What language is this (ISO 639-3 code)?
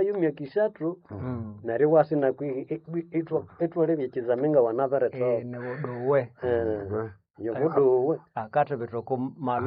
nnb